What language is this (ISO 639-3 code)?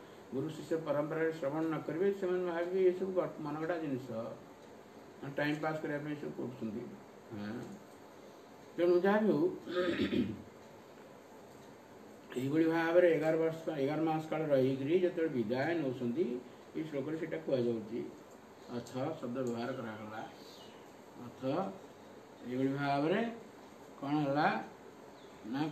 ori